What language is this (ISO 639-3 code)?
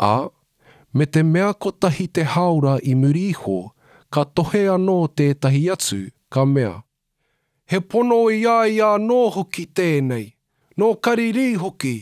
mri